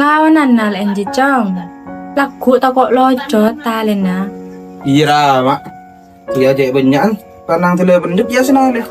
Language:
Madurese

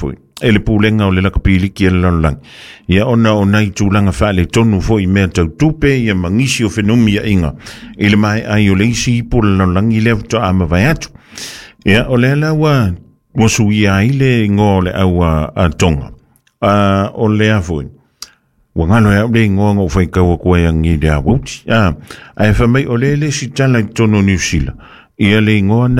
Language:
Samoan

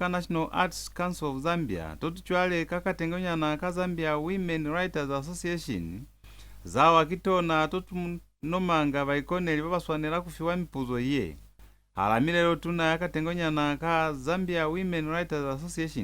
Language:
Lozi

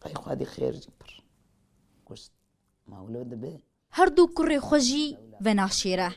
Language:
Kurdish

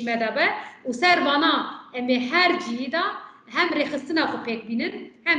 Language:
Kurdish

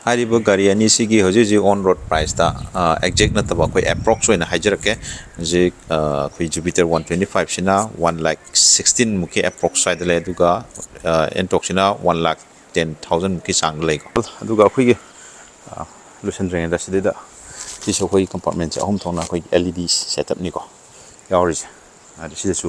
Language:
Manipuri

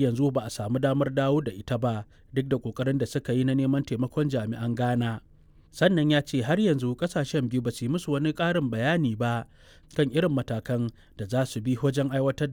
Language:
Hausa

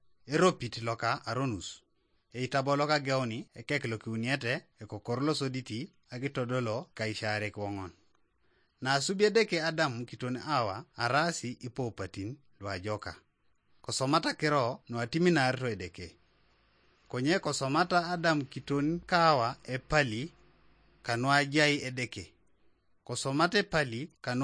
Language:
Teso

